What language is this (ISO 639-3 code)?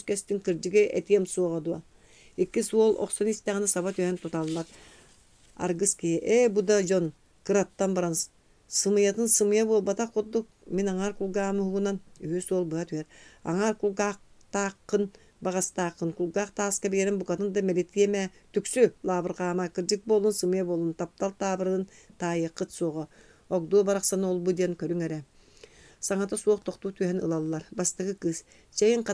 sah